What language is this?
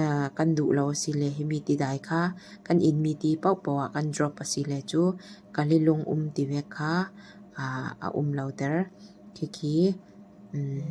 Falam Chin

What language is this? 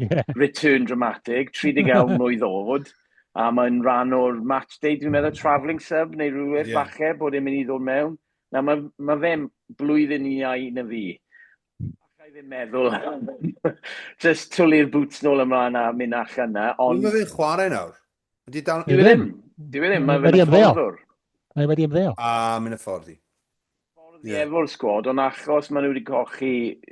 Welsh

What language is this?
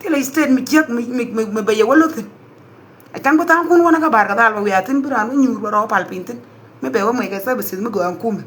Nuer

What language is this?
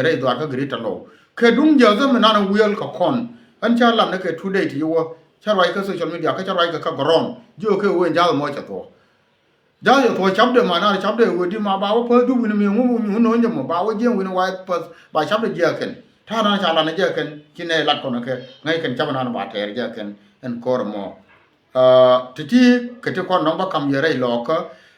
Nuer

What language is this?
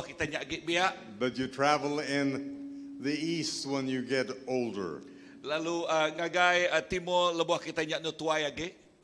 Iban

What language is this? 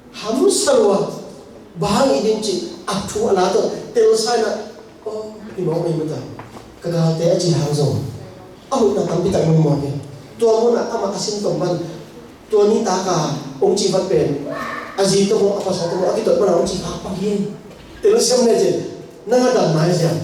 Tedim Chin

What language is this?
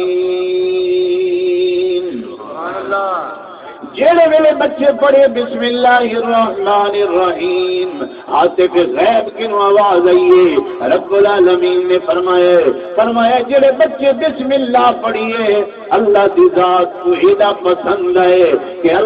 Saraiki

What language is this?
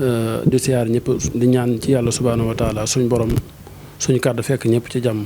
Wolof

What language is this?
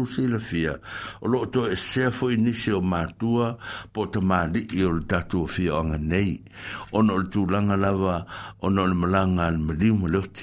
Samoan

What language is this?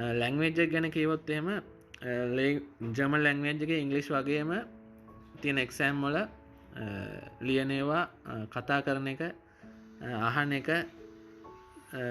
Sinhala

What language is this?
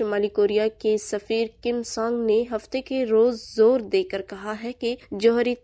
Urdu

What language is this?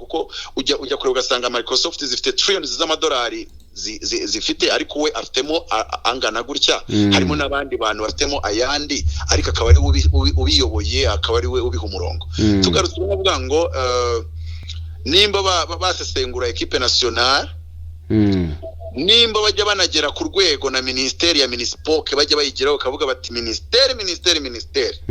Kinyarwanda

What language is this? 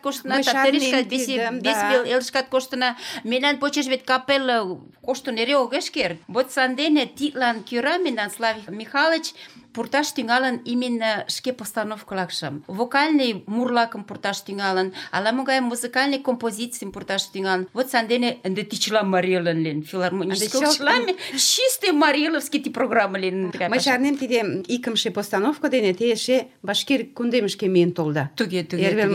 Mari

